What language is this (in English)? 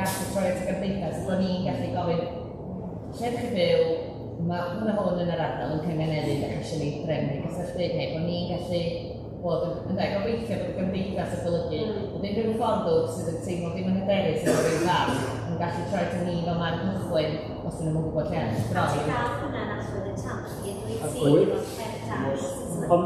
Welsh